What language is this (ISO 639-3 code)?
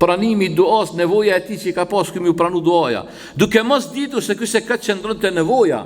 sqi